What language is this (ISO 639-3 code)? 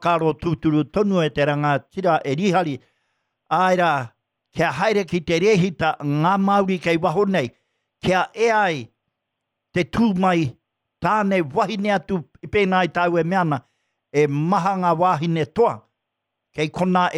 mri